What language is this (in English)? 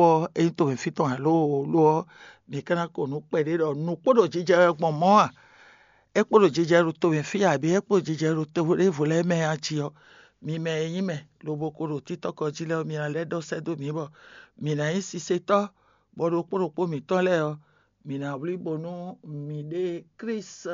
Fon